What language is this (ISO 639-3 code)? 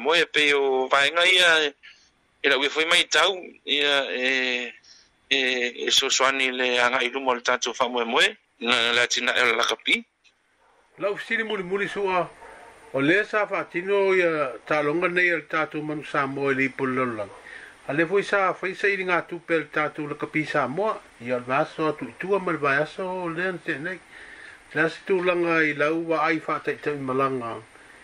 smo